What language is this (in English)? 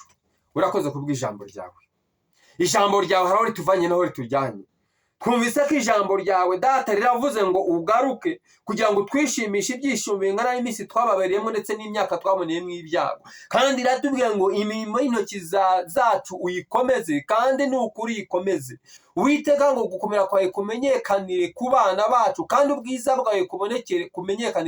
Kinyarwanda